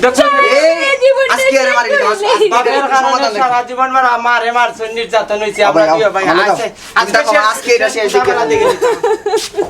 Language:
Sylheti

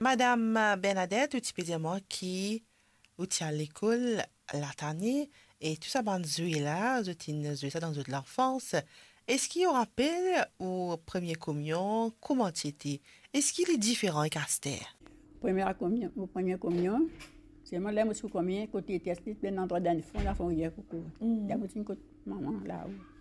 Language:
Morisyen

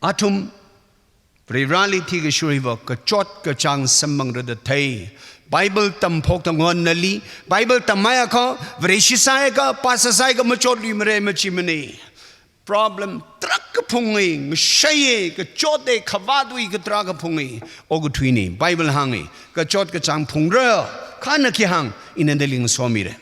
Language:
Tangkhul Naga (India)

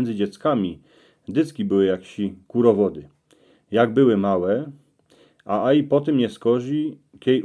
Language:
Silesian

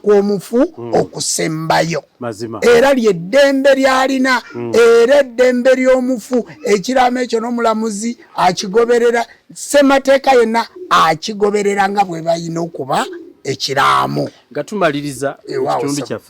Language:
Ganda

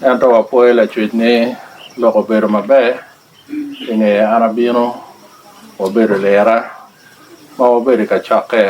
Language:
Lango (Uganda)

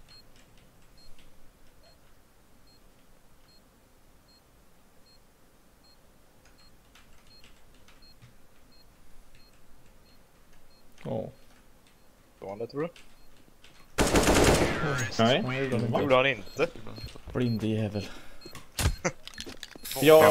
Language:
Swedish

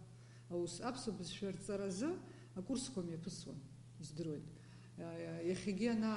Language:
Abkhazian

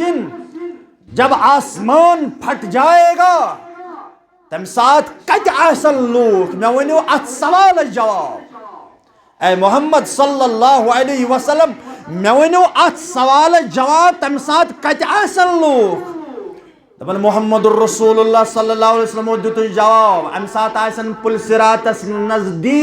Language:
Kashmiri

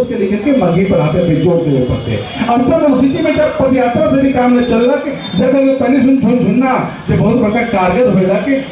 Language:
Magahi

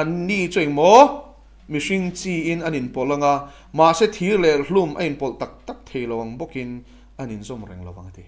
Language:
Mizo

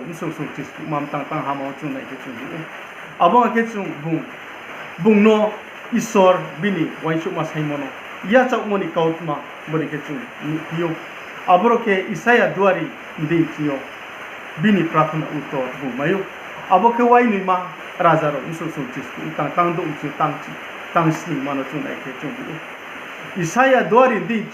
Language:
Riang (India)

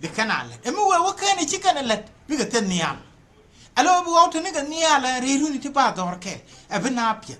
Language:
Nuer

